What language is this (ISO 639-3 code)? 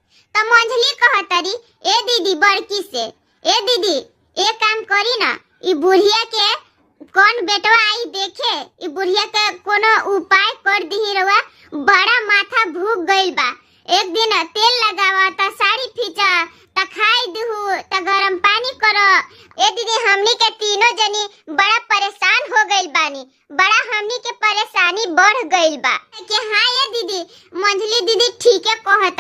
bho